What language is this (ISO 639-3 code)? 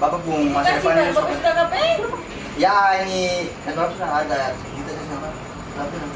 abs